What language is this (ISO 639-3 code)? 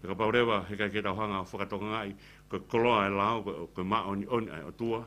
ton